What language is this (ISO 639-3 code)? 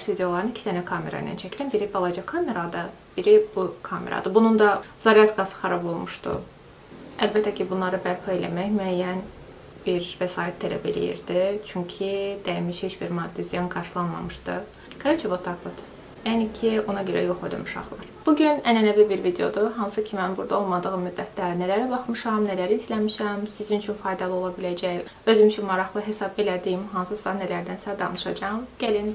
aze